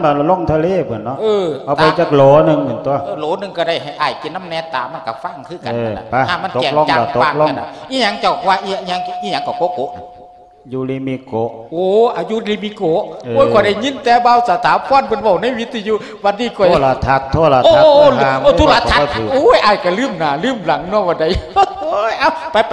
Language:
Lao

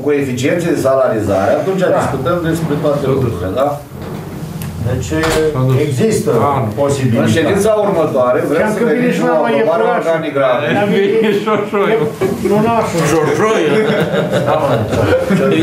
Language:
Romanian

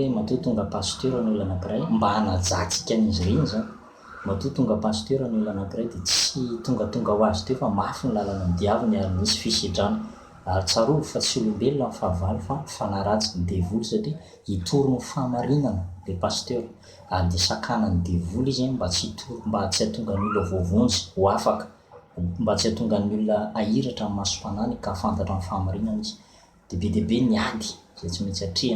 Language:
Malagasy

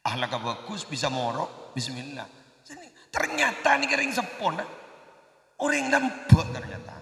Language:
Madurese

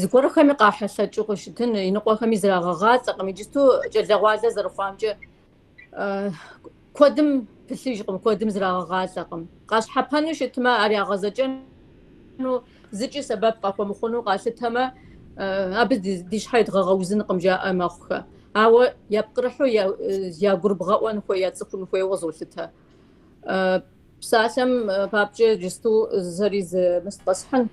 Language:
Kabardian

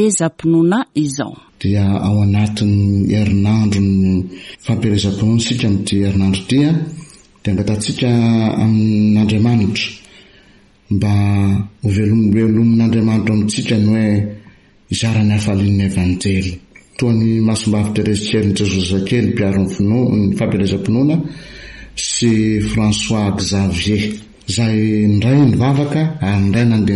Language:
Malagasy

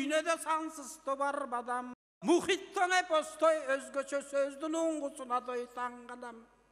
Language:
Kyrgyz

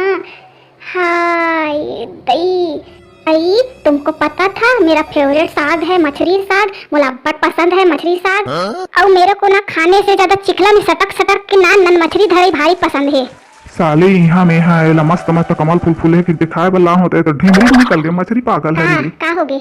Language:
Chhattisgarhi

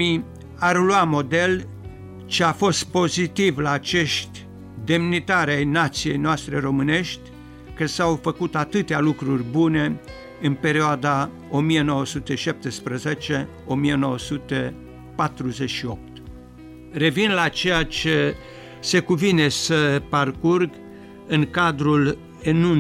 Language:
Romanian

